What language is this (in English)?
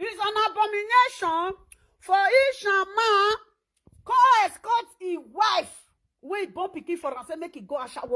Nigerian Pidgin